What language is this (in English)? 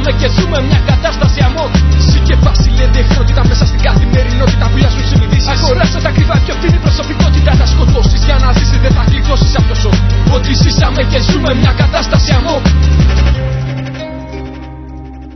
Greek